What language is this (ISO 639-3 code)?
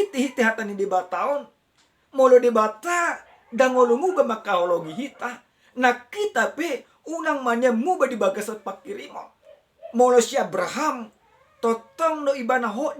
bbc